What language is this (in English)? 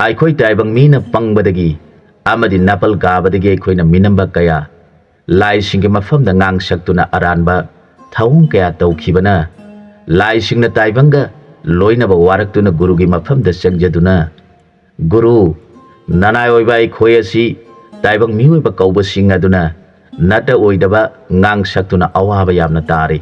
Manipuri